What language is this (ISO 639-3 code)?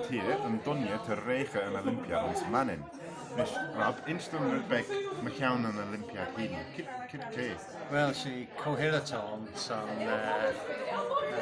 glv